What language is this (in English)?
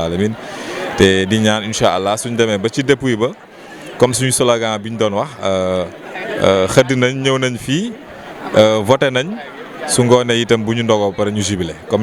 Wolof